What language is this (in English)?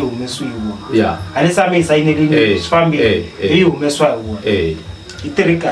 Tsonga